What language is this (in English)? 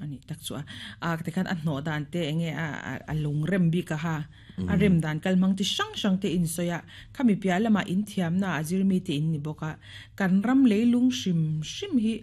Mizo